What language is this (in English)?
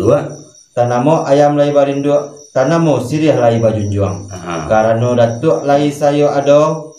Minangkabau